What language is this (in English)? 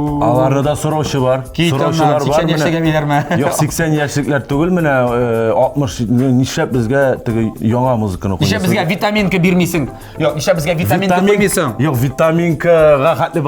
Tatar